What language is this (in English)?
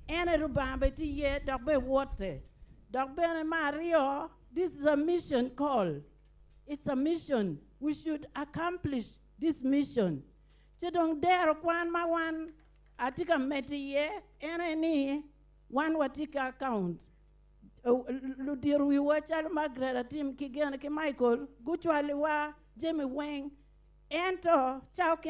Acoli